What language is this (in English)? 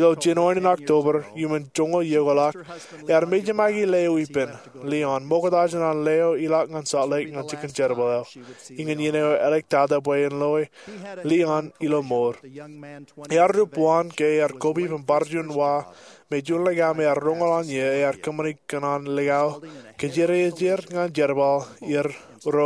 Marshallese